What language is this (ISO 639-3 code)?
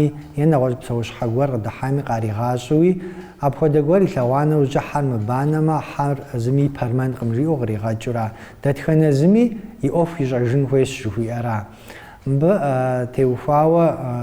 kbd